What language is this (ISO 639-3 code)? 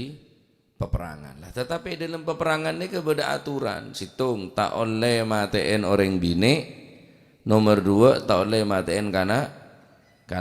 mad